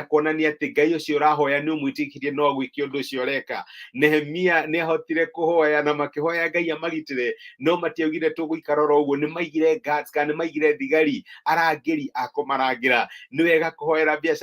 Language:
Kikuyu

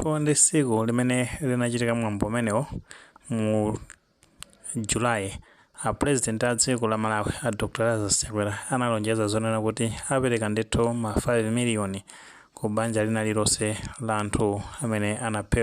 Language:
Nyanja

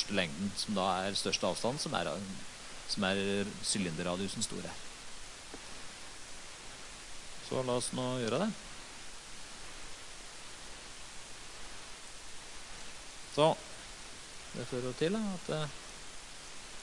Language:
Norwegian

